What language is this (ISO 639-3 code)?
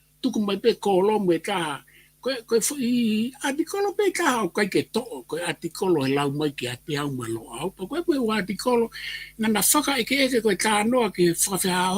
ton